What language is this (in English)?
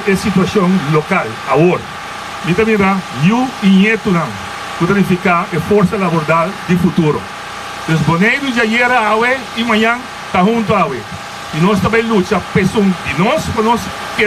Papiamento